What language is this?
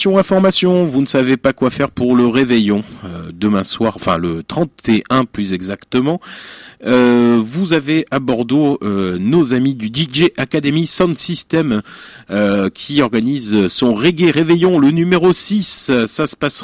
French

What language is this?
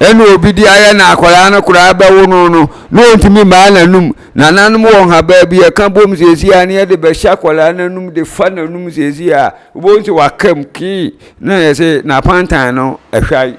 Akan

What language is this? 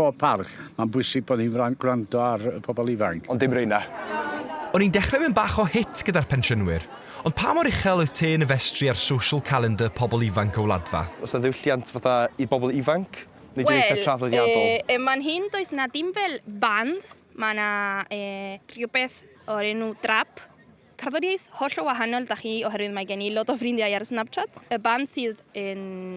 Welsh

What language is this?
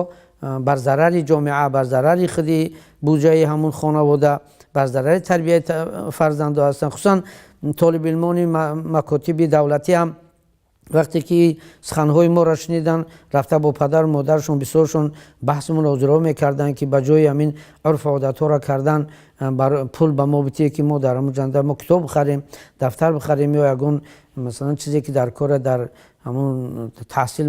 Tajik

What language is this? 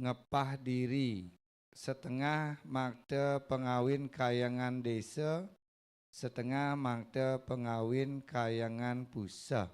Balinese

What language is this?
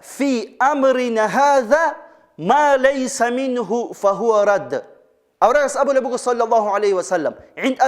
Avaric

